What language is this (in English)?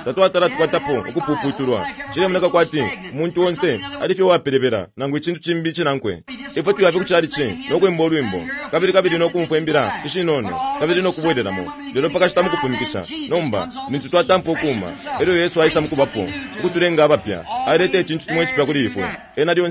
Bemba